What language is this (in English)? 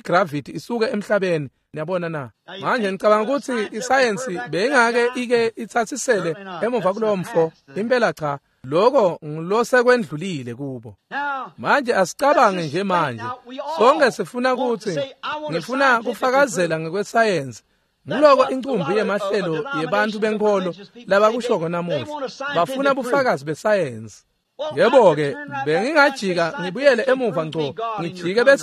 Swati